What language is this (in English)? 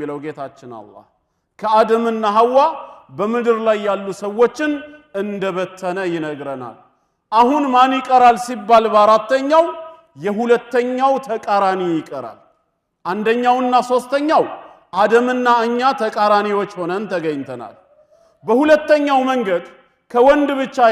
Amharic